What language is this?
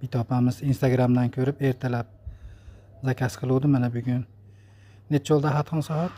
Uzbek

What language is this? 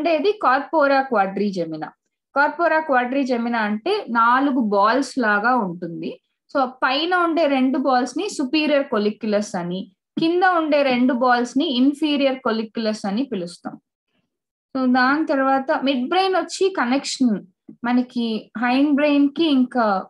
Telugu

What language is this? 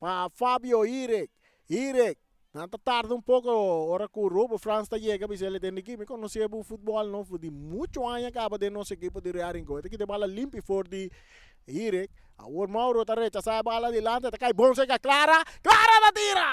Papiamento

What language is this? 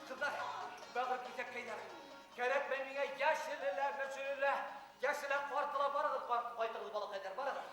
Bashkir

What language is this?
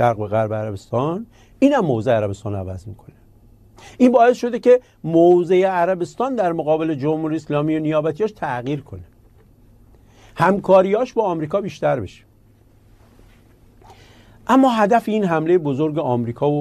Persian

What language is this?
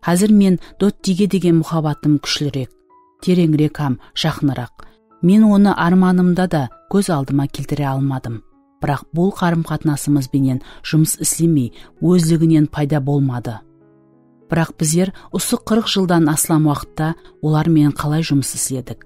Kara-Kalpak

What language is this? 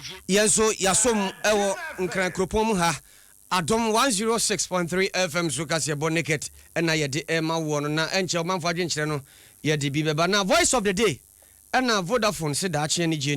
Akan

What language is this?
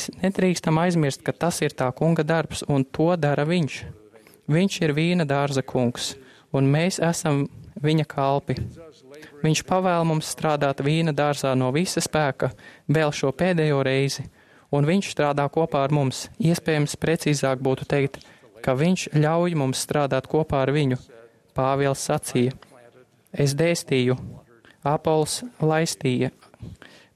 Latvian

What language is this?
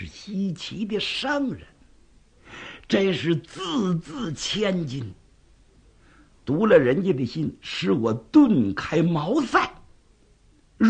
Chinese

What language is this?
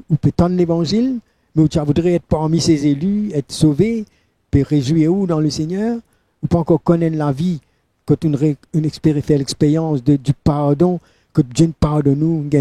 Morisyen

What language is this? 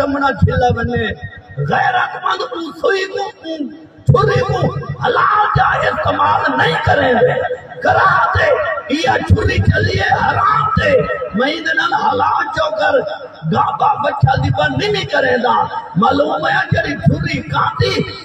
Saraiki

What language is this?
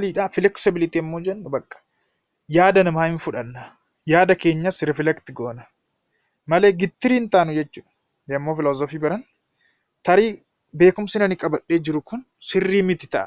Oromo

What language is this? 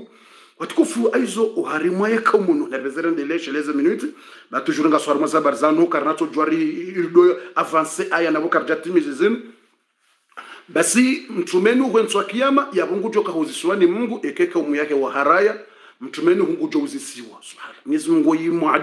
Swahili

